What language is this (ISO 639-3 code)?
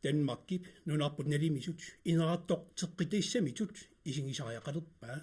kal